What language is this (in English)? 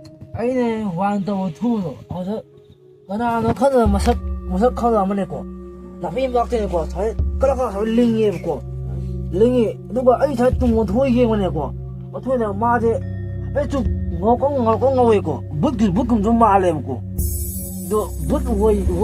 Manipuri